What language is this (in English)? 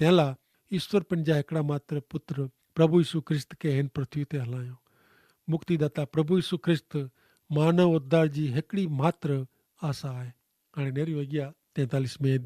Kachhi